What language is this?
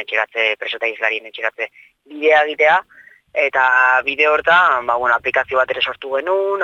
Basque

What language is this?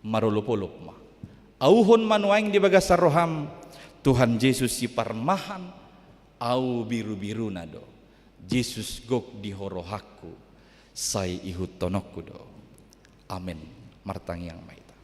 Batak Toba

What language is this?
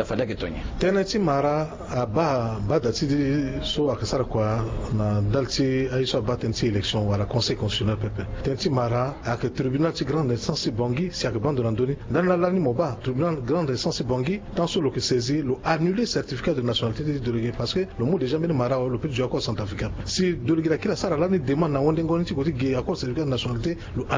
Sango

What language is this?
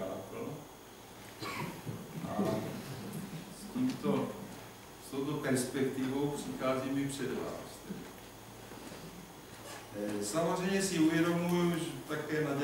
Czech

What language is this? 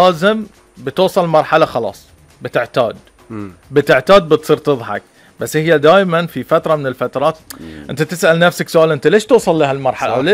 Gulf Arabic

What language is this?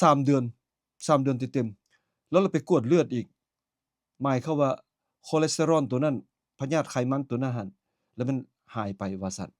Lao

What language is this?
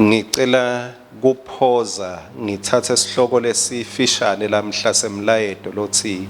Swati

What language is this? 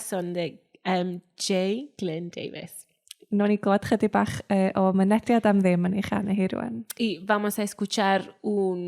Welsh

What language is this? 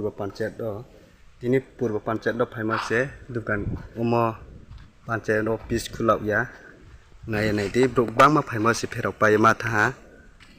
Riang (India)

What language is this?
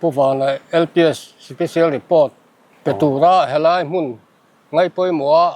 Mizo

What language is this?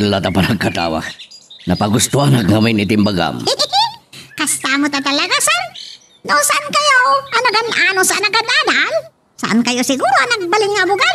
Iloko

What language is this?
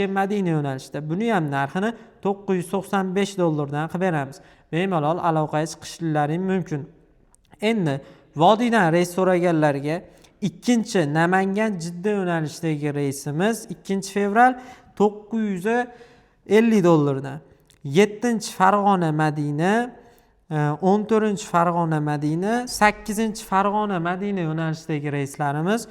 Uzbek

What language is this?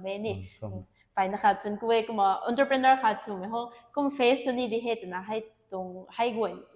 Rongmei Naga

